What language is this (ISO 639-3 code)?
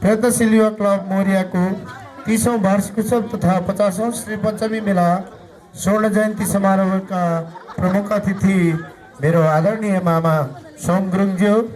nep